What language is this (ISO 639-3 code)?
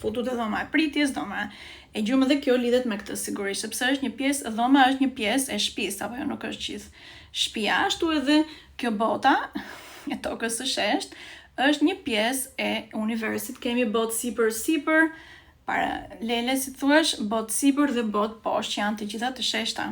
sqi